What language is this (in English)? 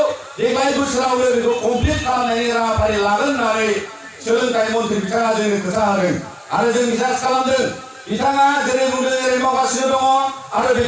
Bodo